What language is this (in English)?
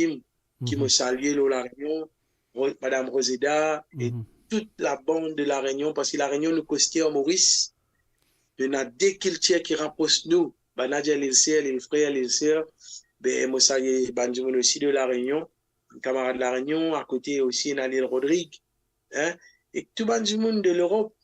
Morisyen